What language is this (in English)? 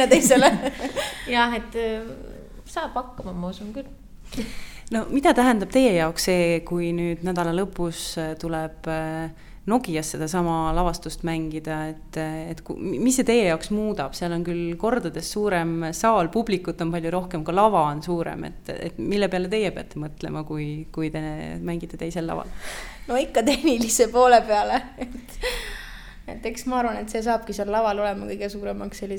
Estonian